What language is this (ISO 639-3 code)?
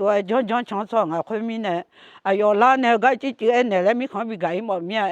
ahk